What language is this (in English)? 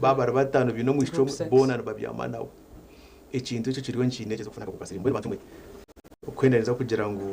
Nyankole